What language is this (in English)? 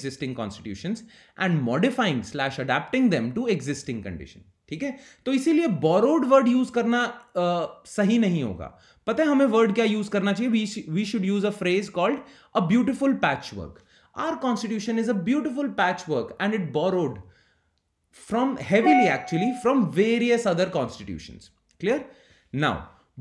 Hindi